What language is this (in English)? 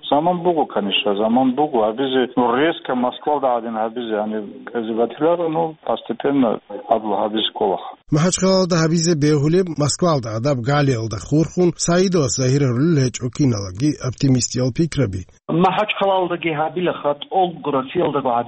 Avaric